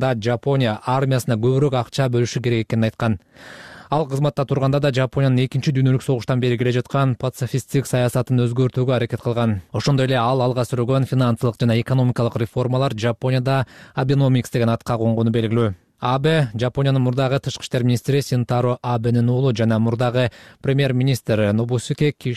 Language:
Kyrgyz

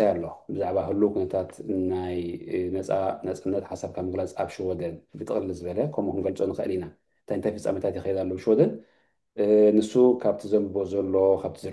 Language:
Tigrinya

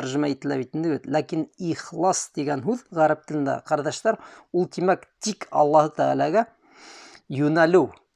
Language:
Bashkir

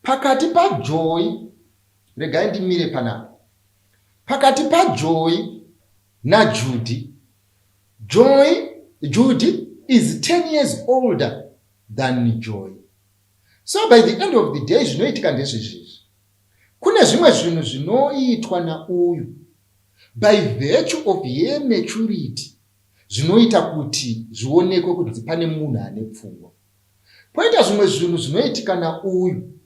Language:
Shona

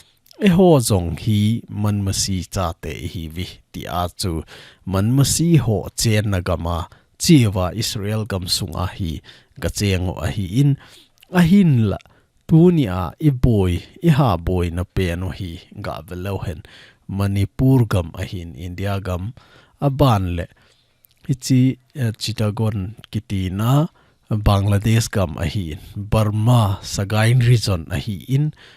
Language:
Thado Chin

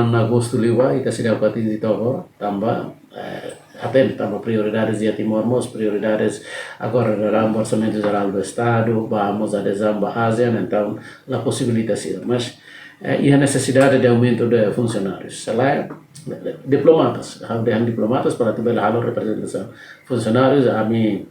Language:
Tetum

